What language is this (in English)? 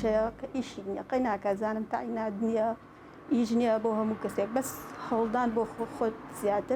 Central Kurdish